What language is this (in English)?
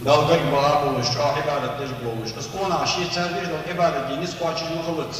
Ingush